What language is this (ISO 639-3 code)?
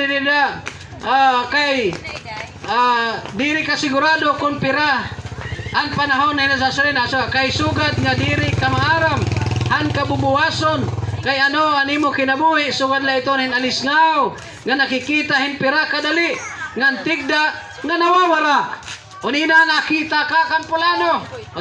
war